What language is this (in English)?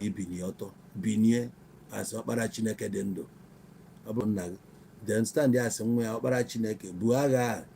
Igbo